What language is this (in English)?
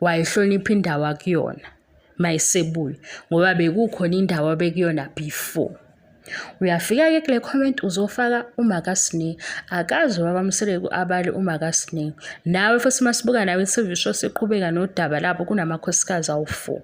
Zulu